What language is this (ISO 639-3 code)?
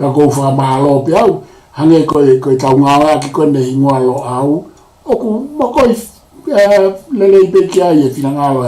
ton